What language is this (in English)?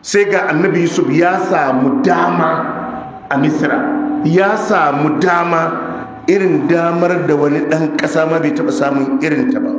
Hausa